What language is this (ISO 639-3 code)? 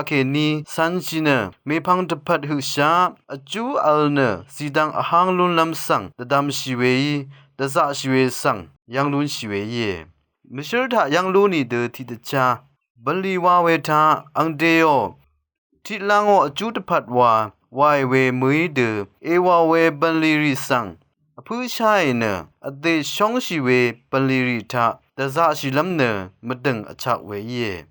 raw